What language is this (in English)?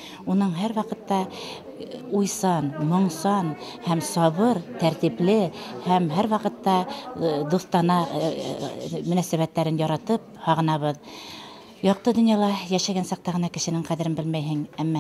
Bashkir